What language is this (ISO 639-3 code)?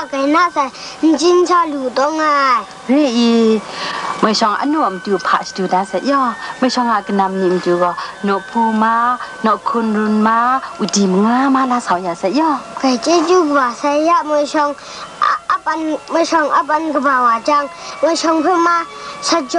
kac